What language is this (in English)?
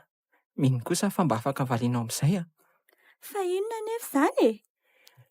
Malagasy